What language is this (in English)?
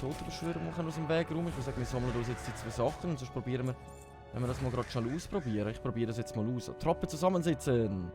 Swiss German